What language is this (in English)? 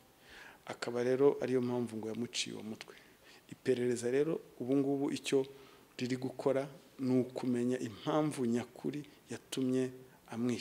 Kinyarwanda